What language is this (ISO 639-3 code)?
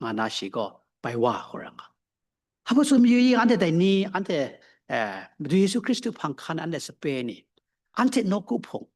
kac